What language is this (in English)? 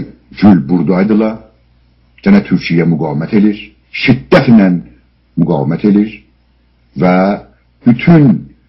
South Azerbaijani